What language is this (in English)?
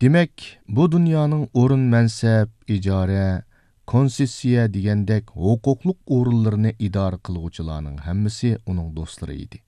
Uyghur